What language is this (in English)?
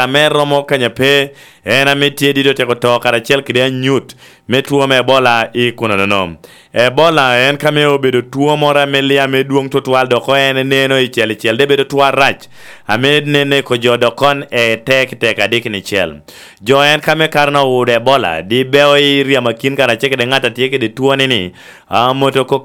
Lango (Uganda)